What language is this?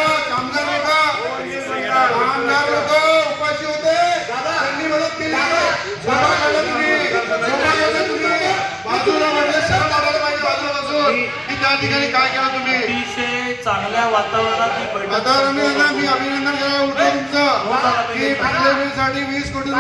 Marathi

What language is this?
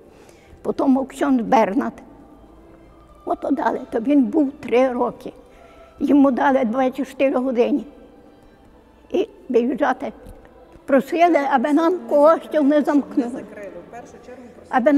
Ukrainian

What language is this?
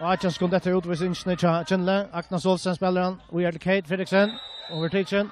Faroese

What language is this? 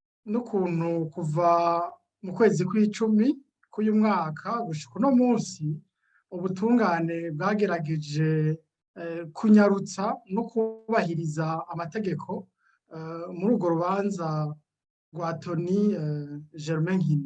Rundi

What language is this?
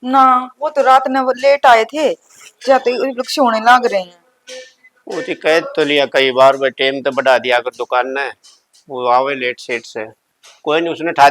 Haryanvi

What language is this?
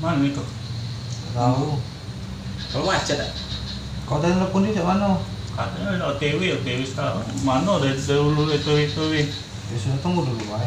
Musi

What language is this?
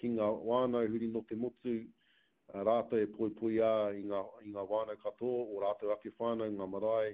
Māori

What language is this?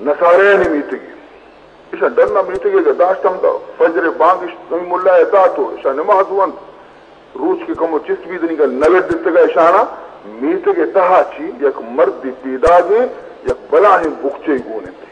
Baluchi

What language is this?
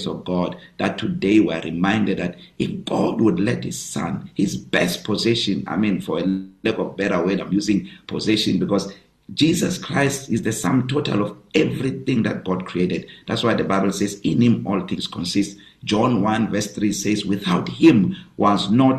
English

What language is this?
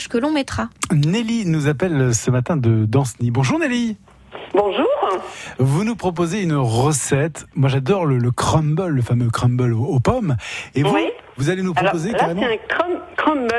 French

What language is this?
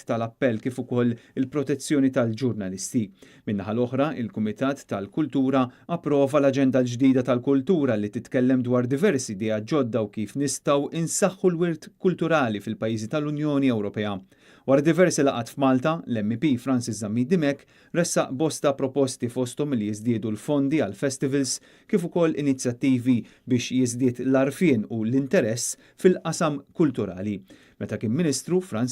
Maltese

